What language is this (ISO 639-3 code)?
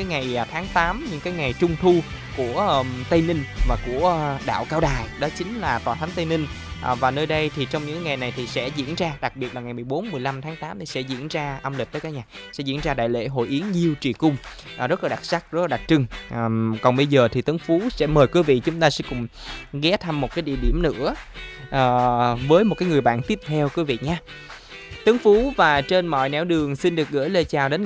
vie